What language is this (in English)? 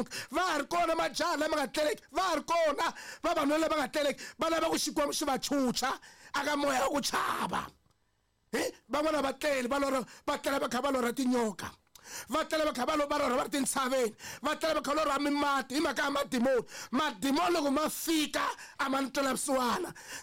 Tsonga